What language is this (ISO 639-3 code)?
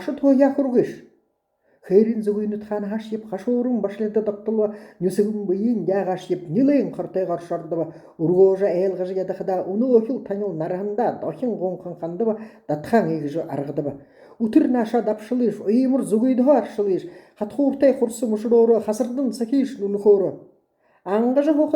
bua